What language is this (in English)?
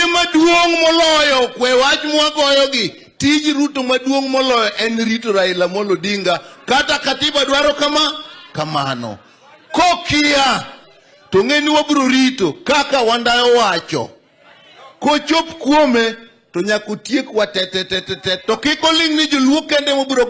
Luo (Kenya and Tanzania)